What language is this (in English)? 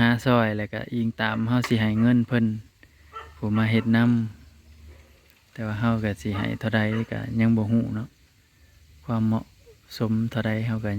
Northeastern Thai